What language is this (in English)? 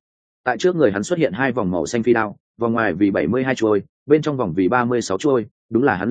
Vietnamese